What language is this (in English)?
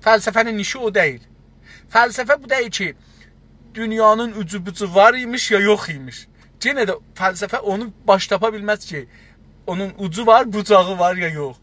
South Azerbaijani